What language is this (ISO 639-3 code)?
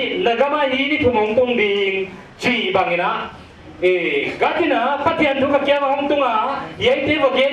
pck